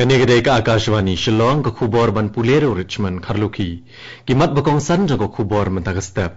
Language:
Khasi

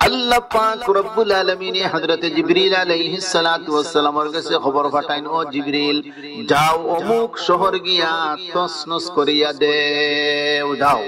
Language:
Sylheti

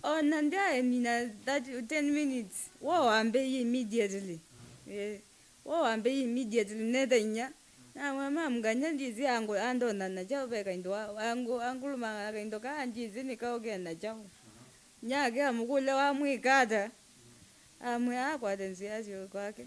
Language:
Kamba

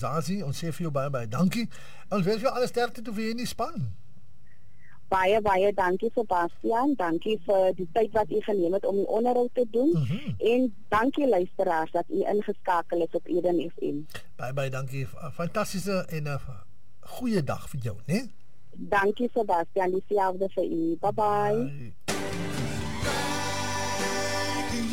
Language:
Afrikaans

